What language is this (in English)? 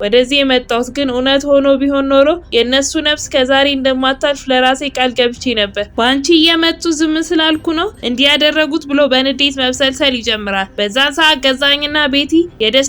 Amharic